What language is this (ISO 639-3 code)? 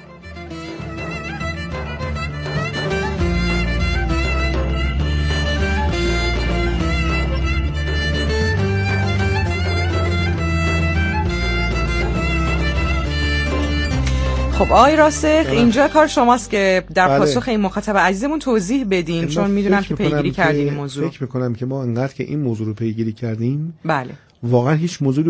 fas